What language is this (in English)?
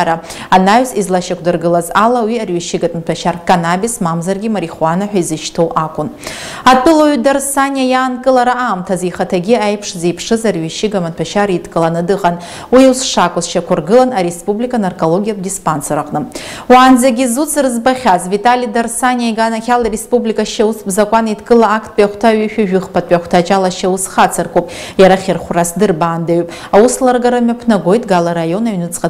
Abkhazian